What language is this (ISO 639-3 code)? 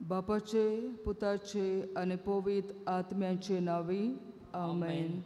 kok